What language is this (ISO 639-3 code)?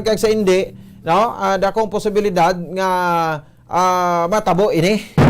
hil